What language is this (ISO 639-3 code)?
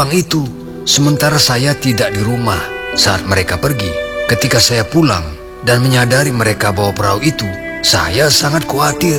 ind